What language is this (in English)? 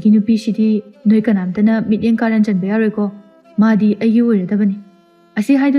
Manipuri